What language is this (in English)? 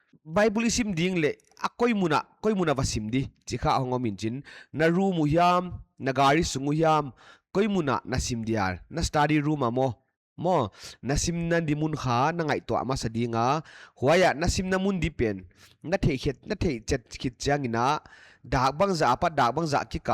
Paite Chin